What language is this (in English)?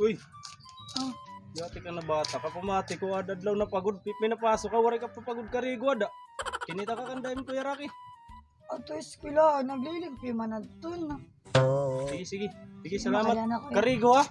Waray